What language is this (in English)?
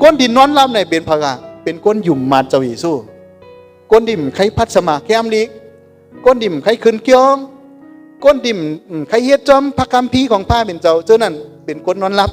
Shan